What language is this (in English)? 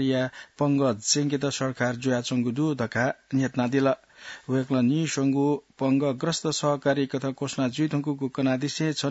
Newari